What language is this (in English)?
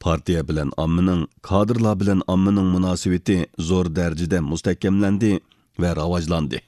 Uyghur